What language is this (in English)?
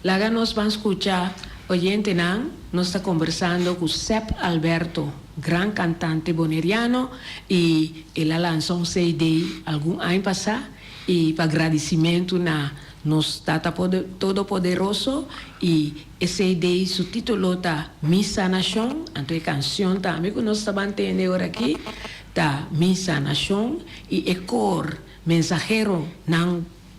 Papiamento